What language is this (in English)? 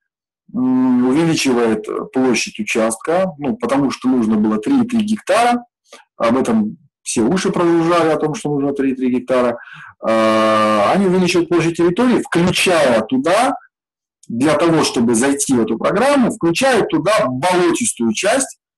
Russian